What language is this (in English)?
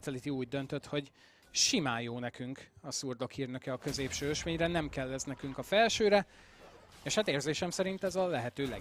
Hungarian